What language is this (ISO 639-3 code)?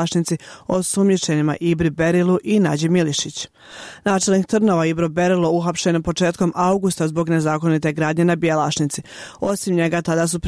bos